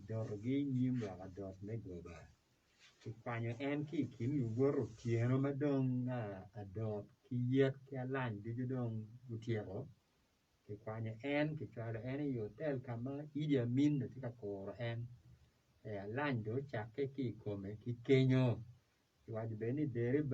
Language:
Acoli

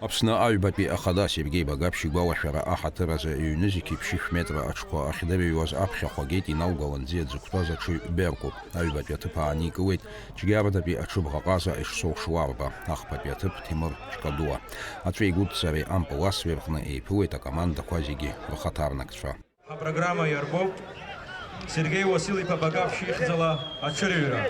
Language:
Abkhazian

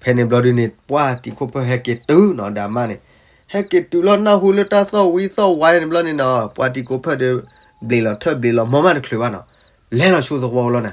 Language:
S'gaw Karen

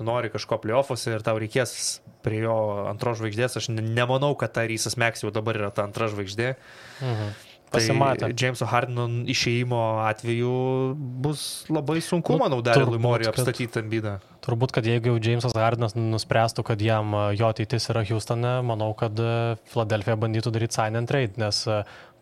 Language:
Lithuanian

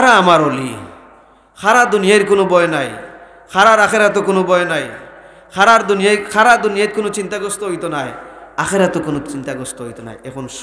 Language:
Sylheti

